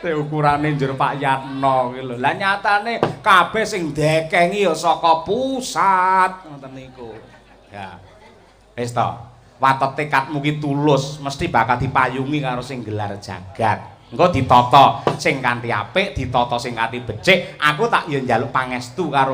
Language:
Javanese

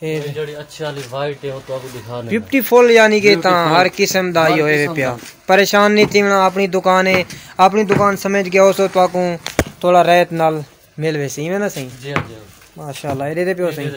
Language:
Saraiki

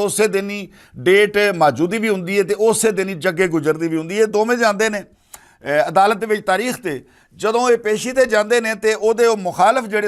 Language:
Western Panjabi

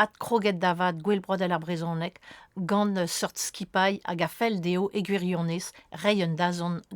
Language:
Breton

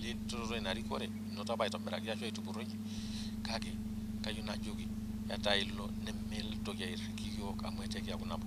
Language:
Masai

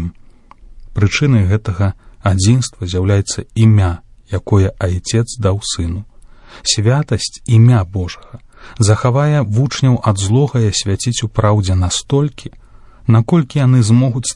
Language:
Belarusian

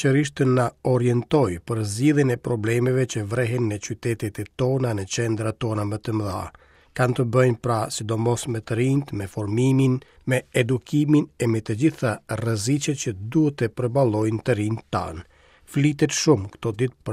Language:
Albanian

